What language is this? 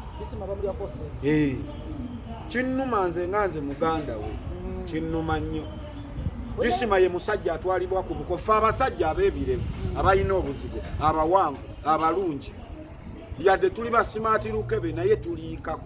Ganda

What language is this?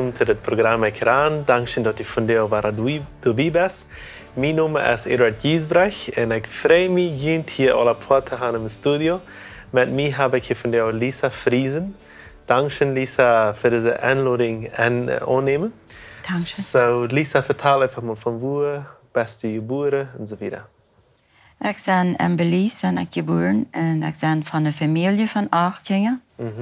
Plautdietsch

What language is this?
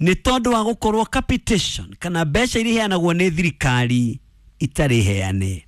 Kikuyu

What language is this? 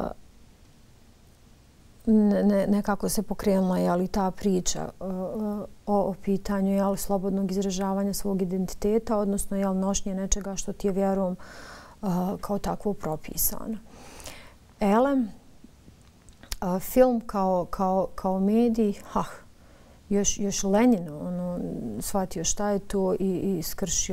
Bosnian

